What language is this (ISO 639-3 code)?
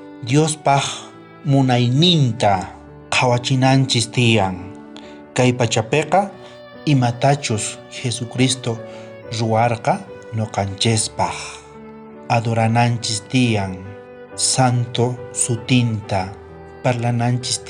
quh